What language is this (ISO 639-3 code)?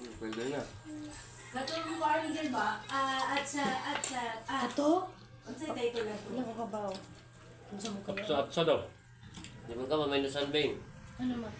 ceb